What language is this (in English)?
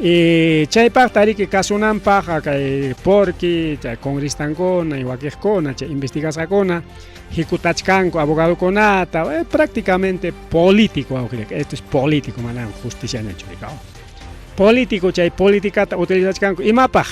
Ayacucho Quechua